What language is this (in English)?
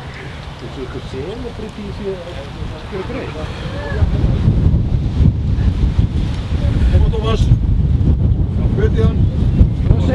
Icelandic